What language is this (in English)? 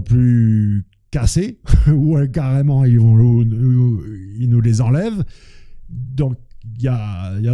French